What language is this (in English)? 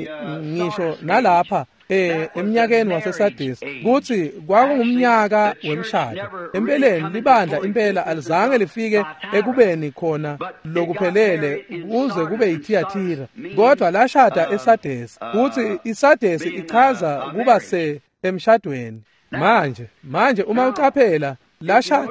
Swati